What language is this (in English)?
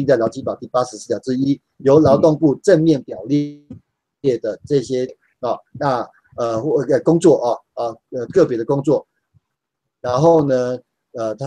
Chinese